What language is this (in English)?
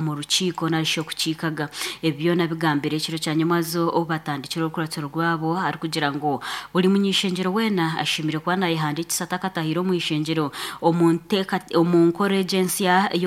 Nyankole